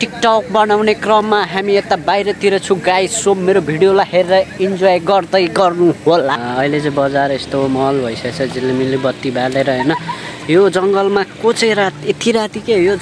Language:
Nepali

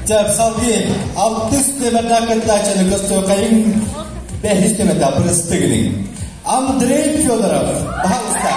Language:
Yakut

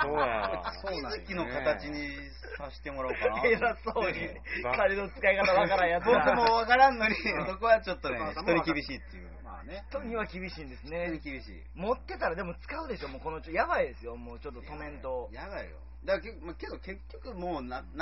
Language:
Japanese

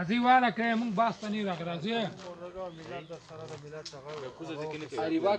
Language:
Pashto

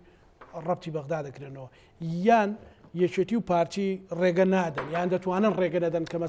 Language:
Central Kurdish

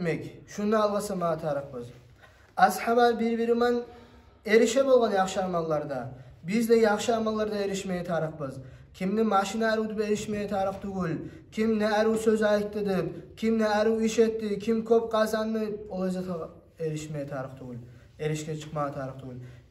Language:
Kumyk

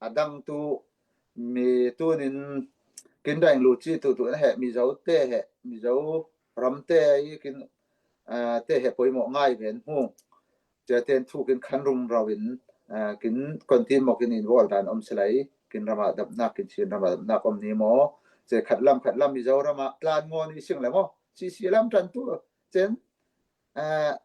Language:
Falam Chin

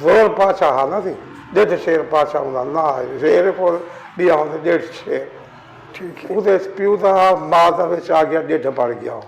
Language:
Saraiki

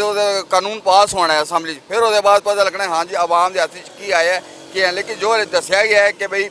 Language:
Western Panjabi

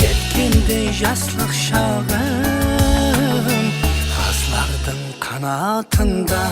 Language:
Kara-Kalpak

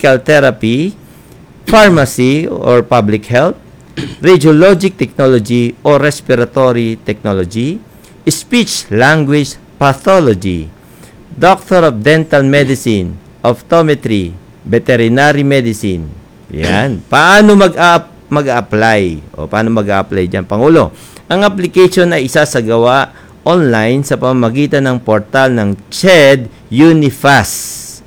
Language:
Filipino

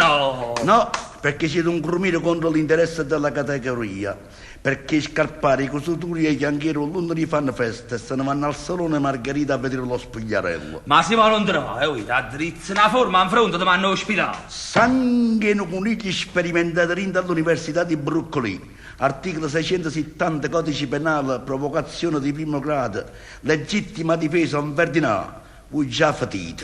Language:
Neapolitan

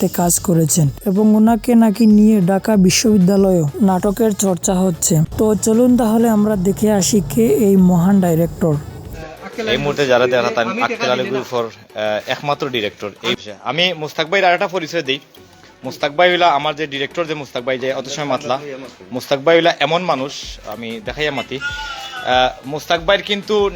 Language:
Sylheti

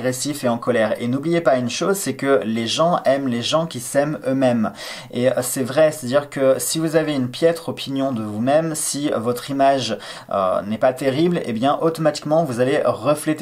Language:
French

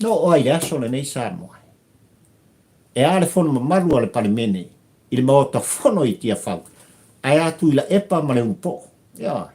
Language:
Samoan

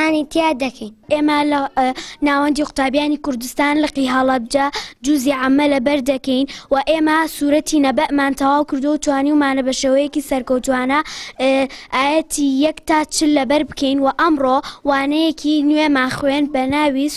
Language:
Central Kurdish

